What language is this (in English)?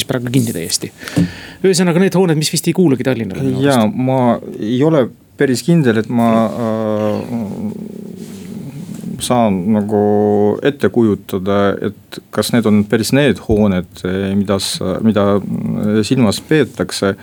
Estonian